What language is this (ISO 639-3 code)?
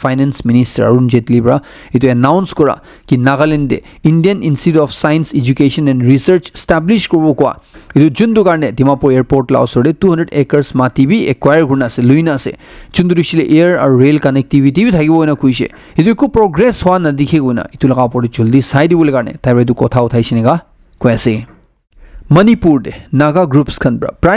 nag